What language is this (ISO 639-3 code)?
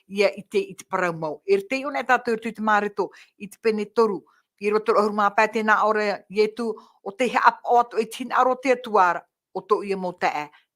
tah